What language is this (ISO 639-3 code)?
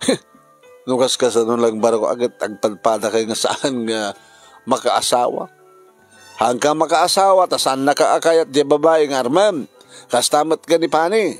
ilo